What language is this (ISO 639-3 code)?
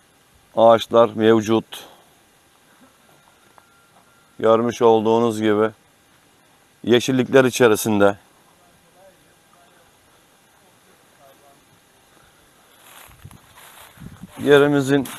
tur